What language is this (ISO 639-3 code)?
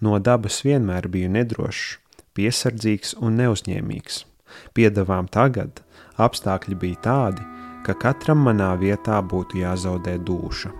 lav